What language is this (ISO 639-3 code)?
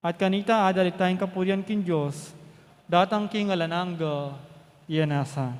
pam